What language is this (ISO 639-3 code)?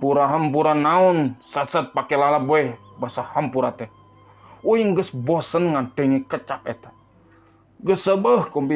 sun